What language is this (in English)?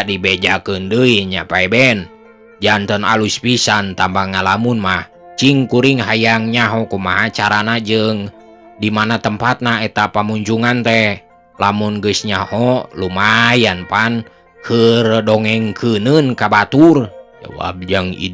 Sundanese